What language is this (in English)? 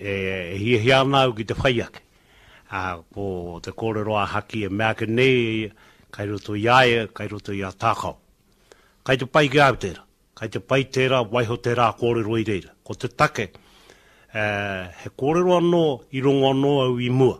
Māori